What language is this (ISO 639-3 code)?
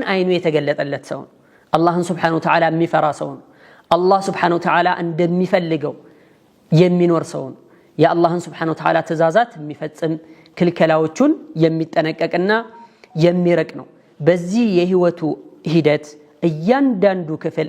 amh